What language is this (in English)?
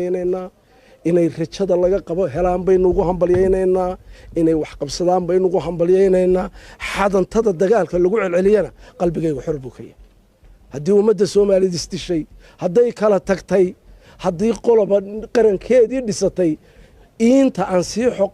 Somali